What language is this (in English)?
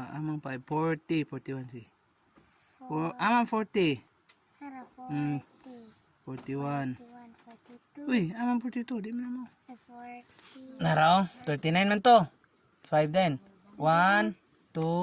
Cebuano